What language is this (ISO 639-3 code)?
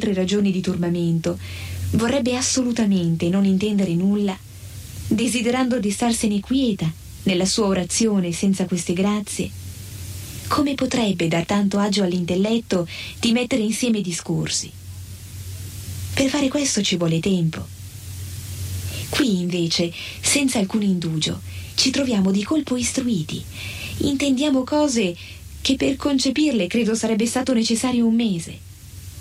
ita